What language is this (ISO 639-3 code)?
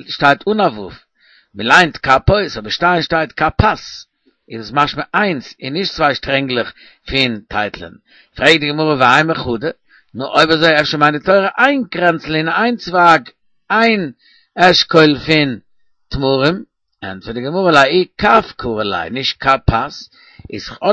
yid